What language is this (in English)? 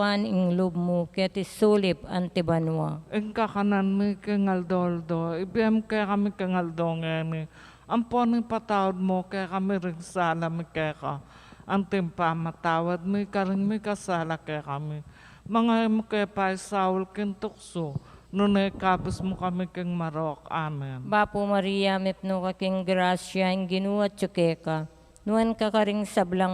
Pampanga